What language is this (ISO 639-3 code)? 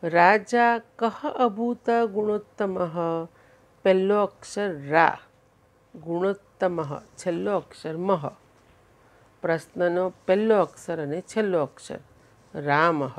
guj